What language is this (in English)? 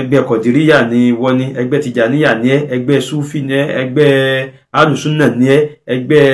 Yoruba